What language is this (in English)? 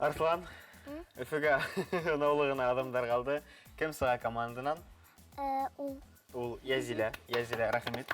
Bashkir